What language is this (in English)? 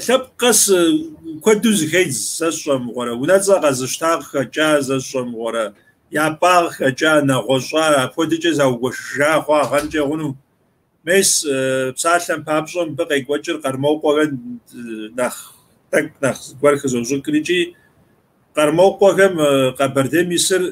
Kabardian